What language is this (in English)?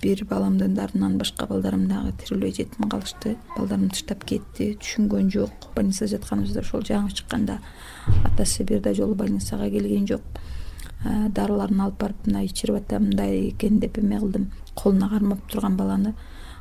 Kyrgyz